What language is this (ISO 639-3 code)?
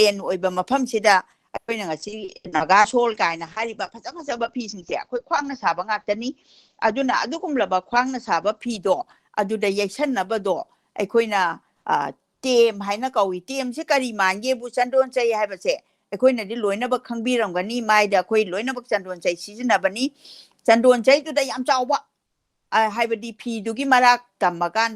mni